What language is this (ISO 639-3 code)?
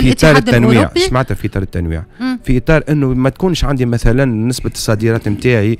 aeb